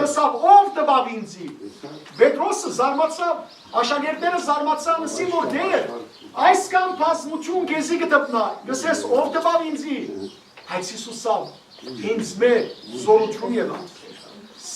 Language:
Western Armenian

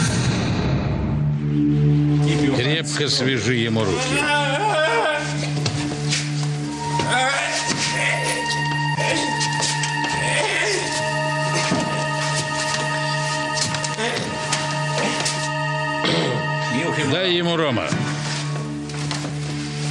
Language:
Russian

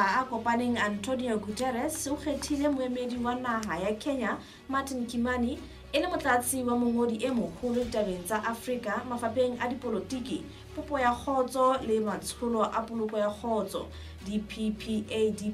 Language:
Southern Sotho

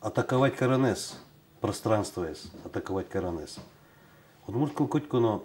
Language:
Udmurt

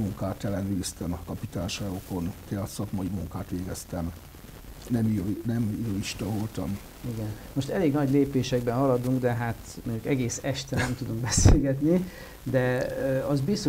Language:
Hungarian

